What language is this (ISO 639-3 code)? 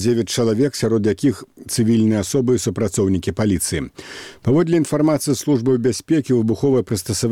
bel